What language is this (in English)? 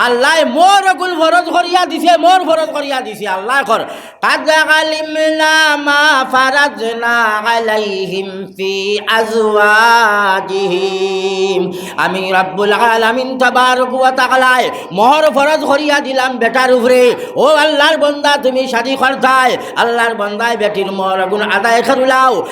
Sylheti